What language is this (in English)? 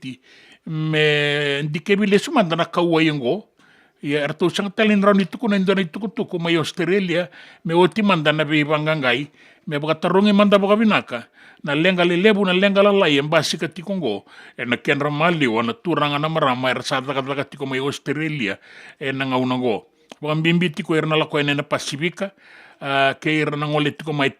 Fijian